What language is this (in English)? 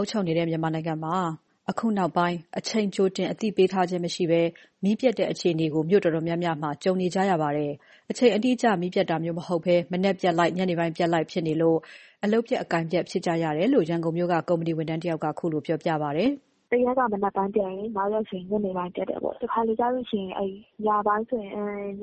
Burmese